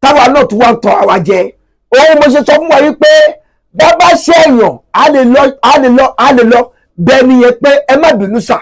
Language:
Yoruba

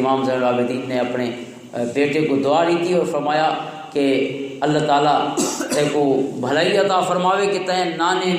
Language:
Western Panjabi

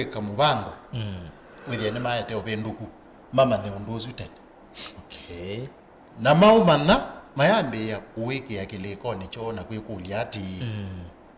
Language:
Kamba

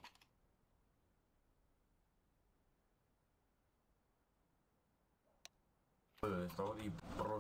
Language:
Romanian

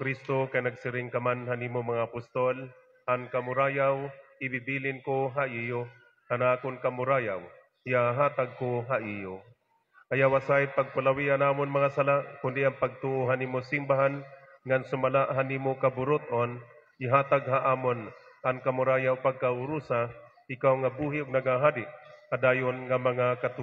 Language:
Waray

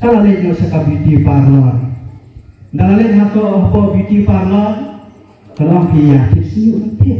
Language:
Khasi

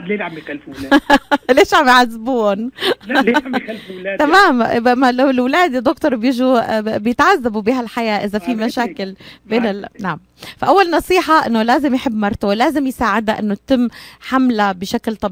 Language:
North Levantine Arabic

